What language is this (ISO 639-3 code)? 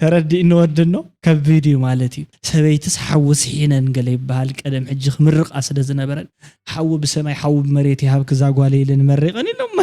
tir